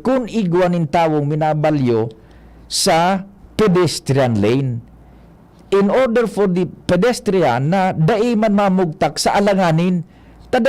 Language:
Bikol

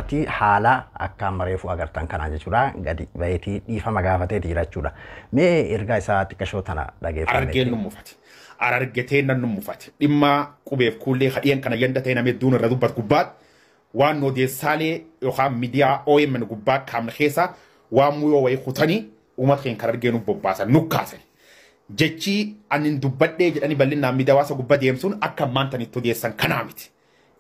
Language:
Oromo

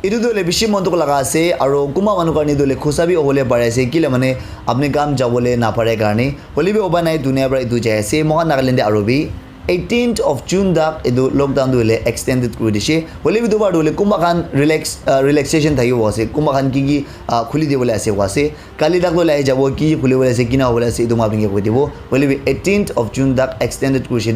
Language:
Naga Pidgin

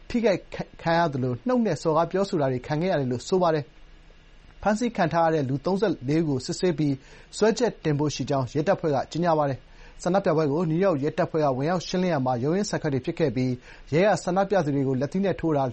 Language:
Burmese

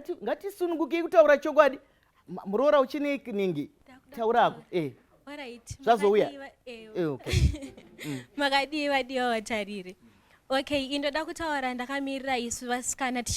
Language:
Shona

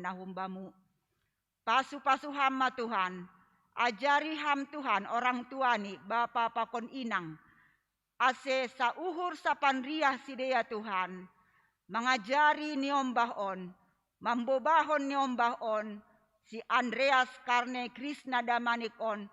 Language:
Batak Simalungun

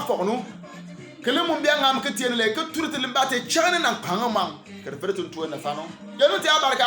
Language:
Bimoba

